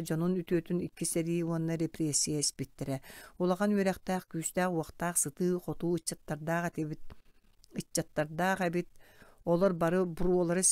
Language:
Yakut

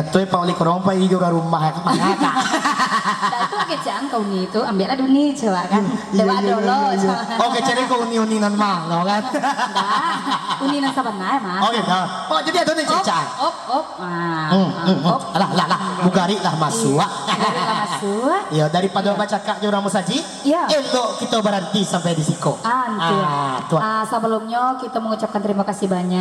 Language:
Minangkabau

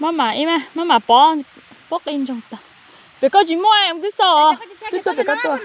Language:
Hmong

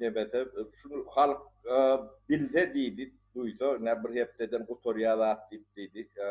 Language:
Turkmen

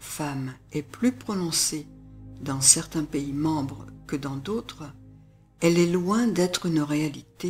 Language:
French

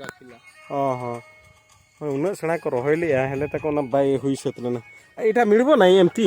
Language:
Santali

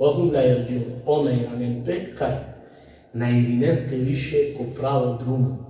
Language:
Balkan Romani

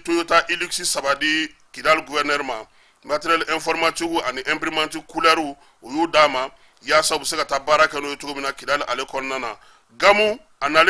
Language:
Bambara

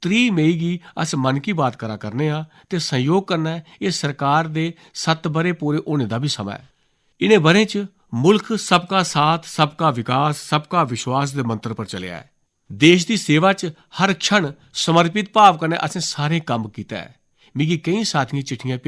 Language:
Dogri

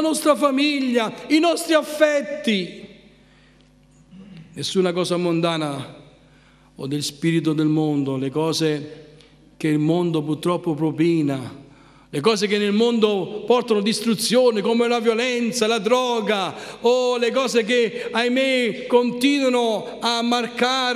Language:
Italian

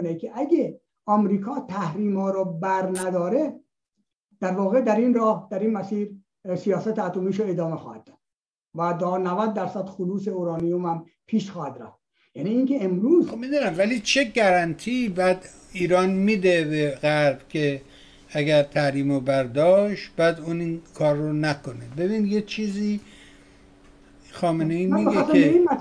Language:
Persian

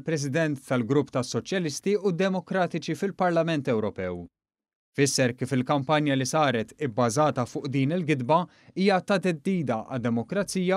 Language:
Maltese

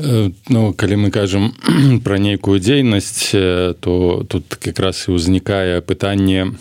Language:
Belarusian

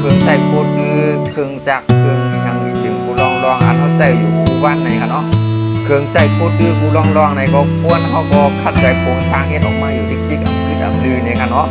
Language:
Shan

